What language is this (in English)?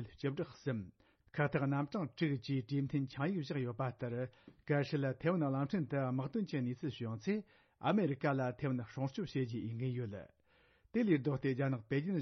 Tibetan